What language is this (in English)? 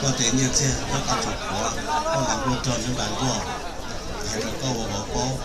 Hmong